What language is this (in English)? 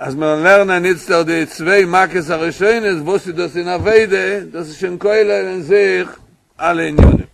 Yiddish